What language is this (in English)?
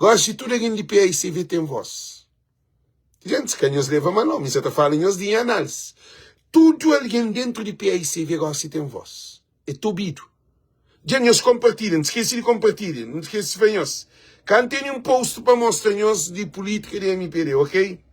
Kabuverdianu